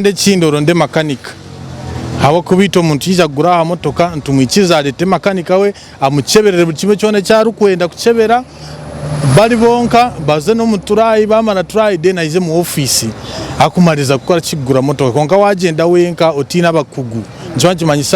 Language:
Nyankole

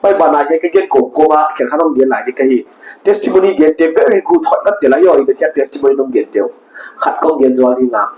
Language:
Paite Chin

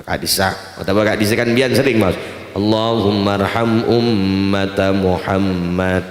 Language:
Madurese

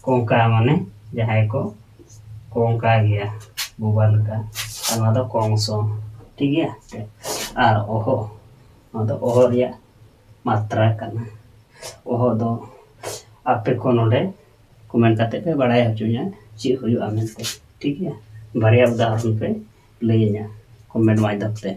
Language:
Santali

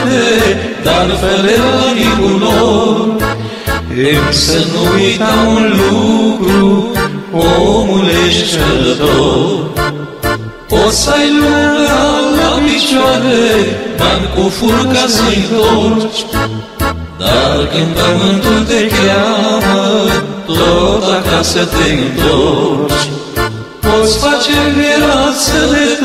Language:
Romanian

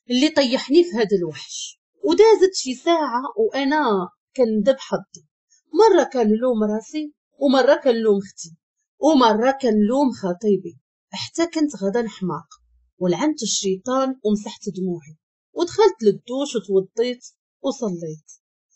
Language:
Moroccan Arabic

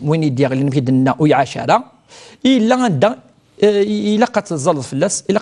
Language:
Kabyle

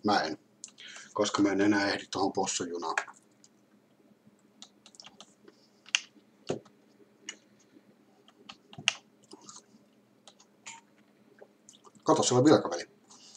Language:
Finnish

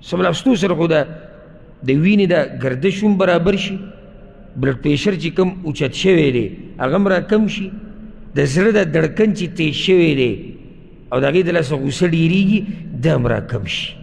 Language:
Pashto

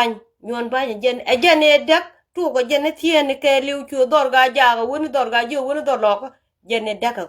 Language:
Nuer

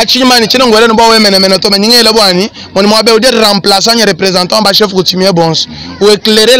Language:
Luba-Lulua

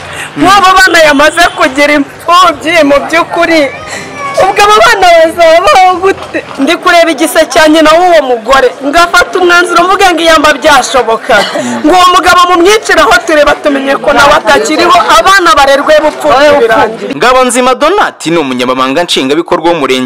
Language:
Kinyarwanda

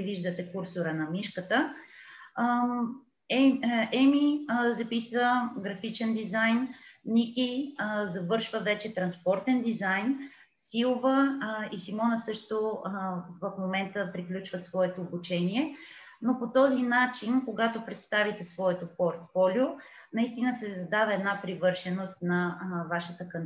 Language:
Bulgarian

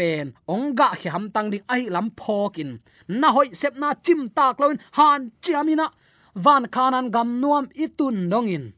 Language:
Tedim Chin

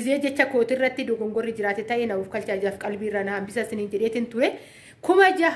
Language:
Oromo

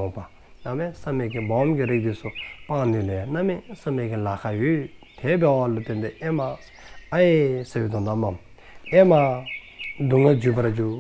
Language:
Dzongkha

